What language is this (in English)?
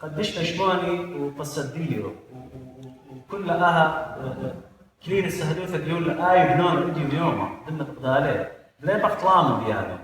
Assyrian Neo-Aramaic